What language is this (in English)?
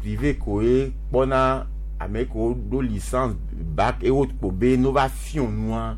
Gen